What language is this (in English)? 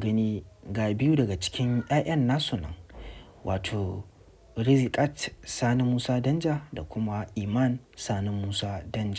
Hausa